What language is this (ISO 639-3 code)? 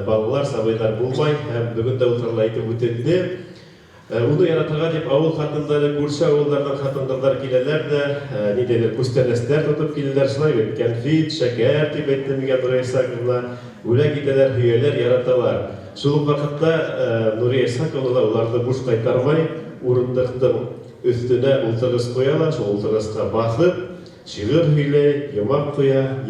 bak